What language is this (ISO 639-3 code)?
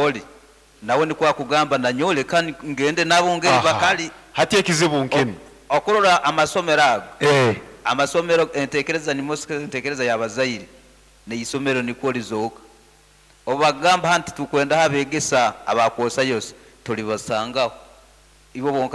nyn